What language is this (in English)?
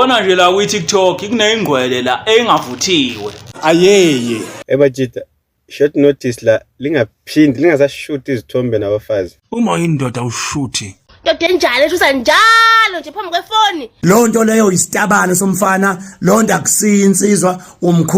Zulu